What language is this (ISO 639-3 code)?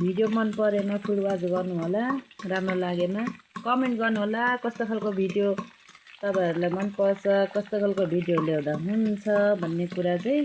nep